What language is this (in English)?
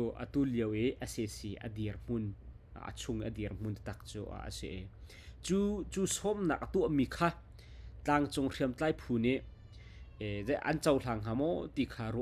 Hakha Chin